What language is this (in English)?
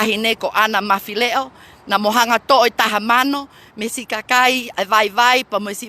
Tongan